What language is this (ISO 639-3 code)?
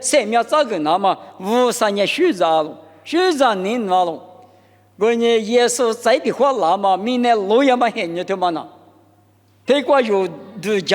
lis